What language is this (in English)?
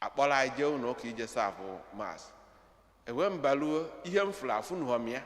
Igbo